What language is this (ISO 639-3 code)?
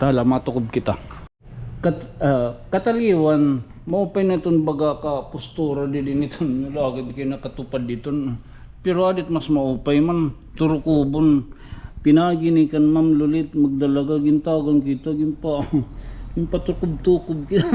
war